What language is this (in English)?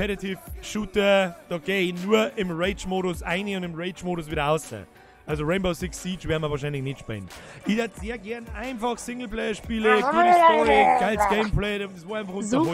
Bavarian